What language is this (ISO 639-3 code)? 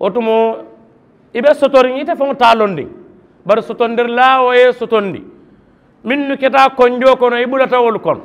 man